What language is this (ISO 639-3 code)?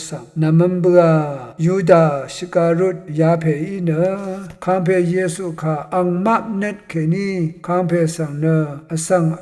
raw